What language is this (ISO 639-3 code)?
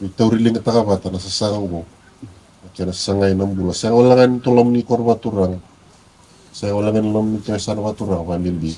fij